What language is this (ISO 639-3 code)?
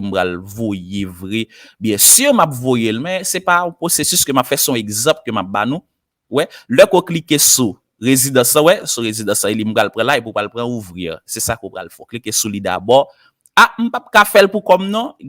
hat